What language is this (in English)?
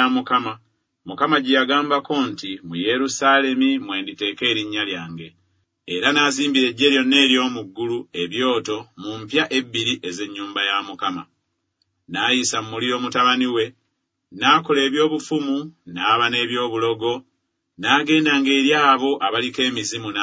Ganda